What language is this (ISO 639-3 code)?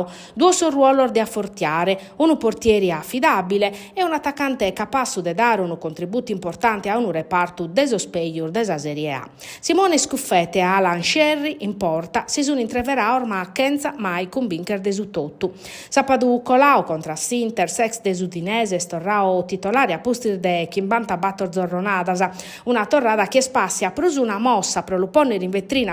srd